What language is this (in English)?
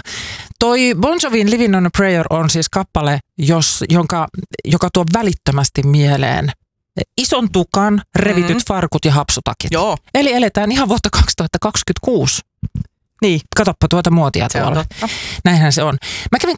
Finnish